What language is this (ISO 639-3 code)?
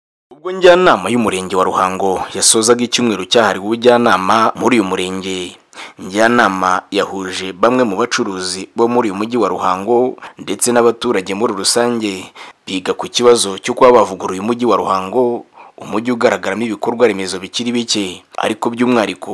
kin